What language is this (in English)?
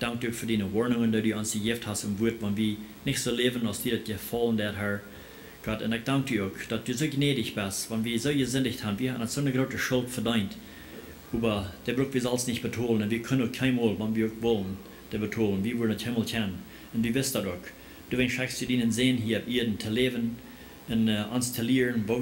Plautdietsch